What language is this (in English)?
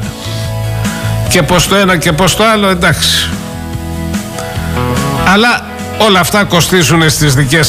Greek